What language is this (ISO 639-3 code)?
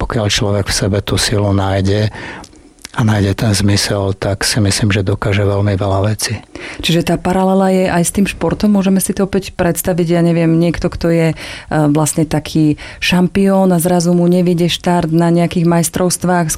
slk